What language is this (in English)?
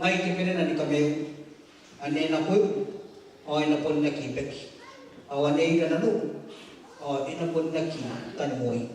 Gilbertese